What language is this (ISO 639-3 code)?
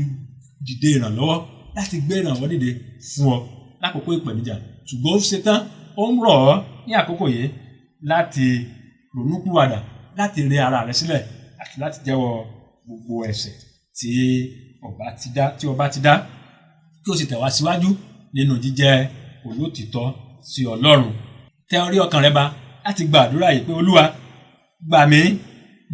yor